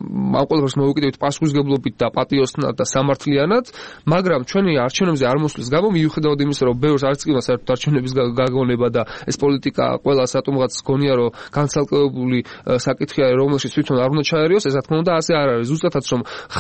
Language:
Georgian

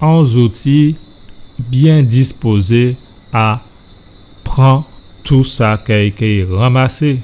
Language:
Guadeloupean Creole French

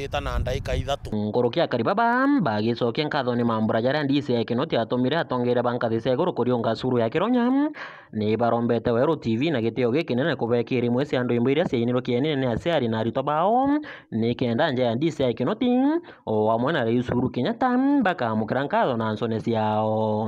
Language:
Meru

